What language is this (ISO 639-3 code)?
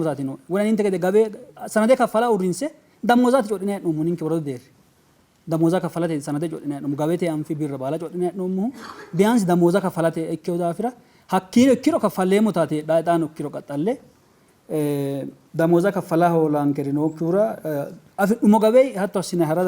sid